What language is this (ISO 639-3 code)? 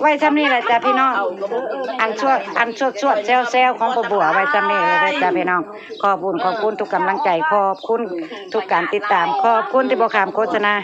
tts